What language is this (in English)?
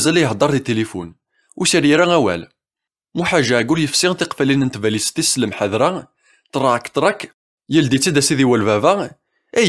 Kabyle